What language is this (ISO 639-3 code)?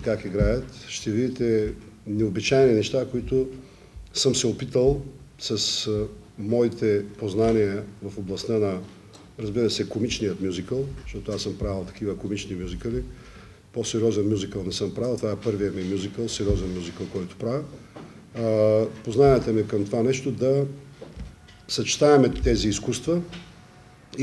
bul